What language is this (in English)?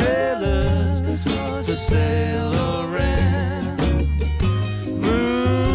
Chinese